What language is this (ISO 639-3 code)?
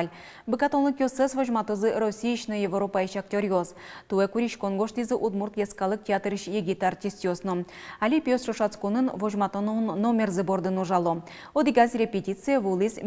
udm